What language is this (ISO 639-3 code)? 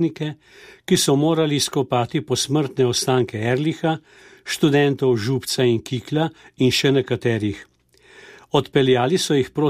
slv